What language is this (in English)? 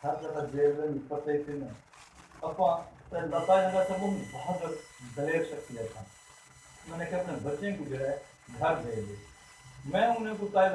Saraiki